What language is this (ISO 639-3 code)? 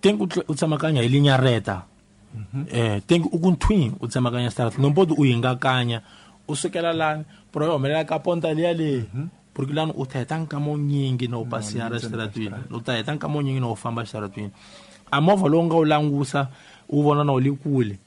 tso